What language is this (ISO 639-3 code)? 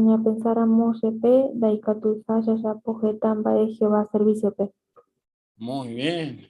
grn